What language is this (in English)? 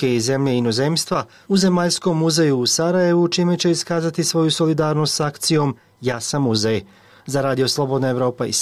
Bosnian